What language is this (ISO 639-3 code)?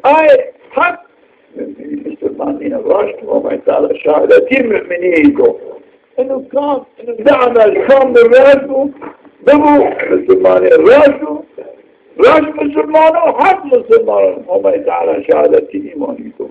zza